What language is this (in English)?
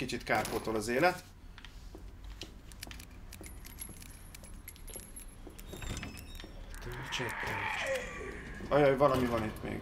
Hungarian